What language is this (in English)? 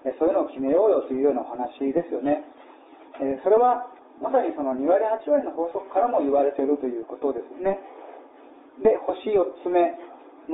Japanese